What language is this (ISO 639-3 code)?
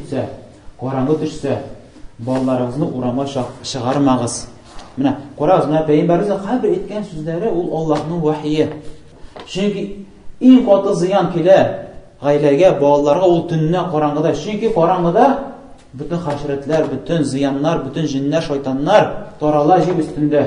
tat